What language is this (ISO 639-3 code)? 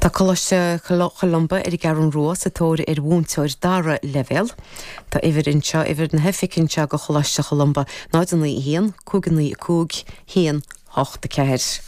gle